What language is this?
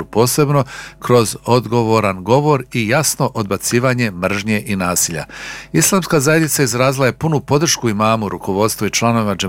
Bosnian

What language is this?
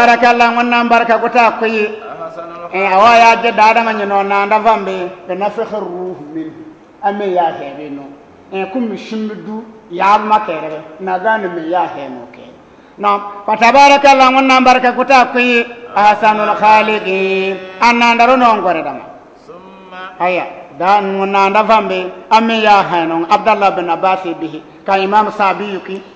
Bissa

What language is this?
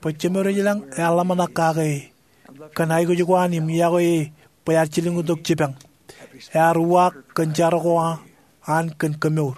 Marshallese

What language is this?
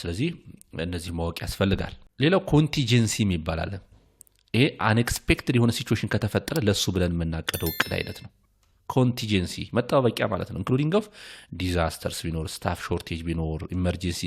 Amharic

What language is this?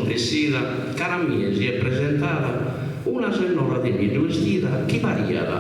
Sardinian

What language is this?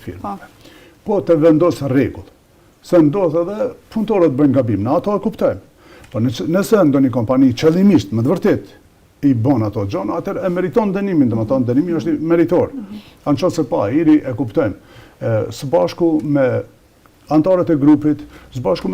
Albanian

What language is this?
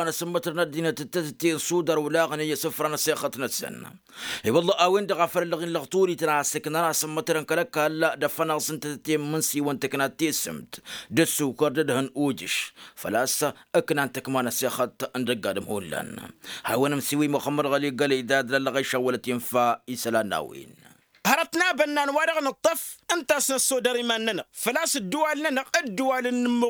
Tamasheq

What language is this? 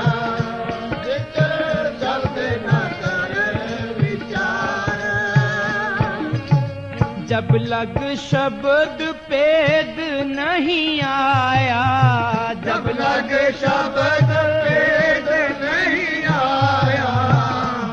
Punjabi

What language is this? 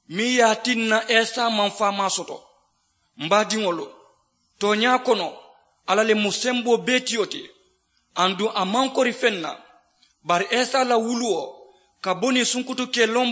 Mandingo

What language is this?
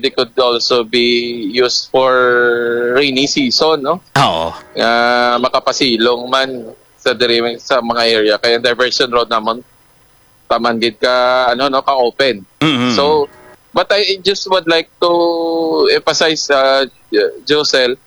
Hiligaynon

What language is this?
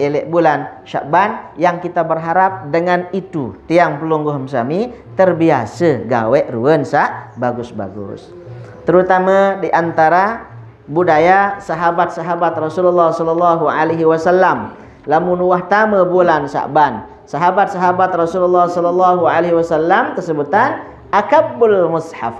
Sasak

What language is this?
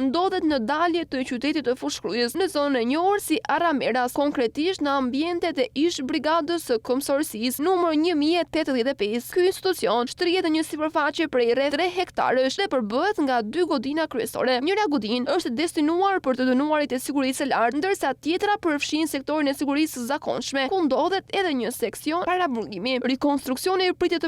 Albanian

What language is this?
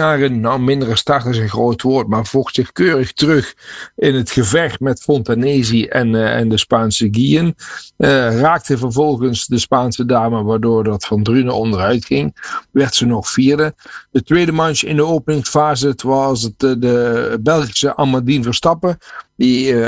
Dutch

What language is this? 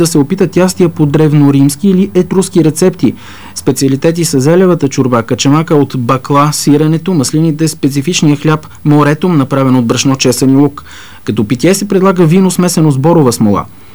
Bulgarian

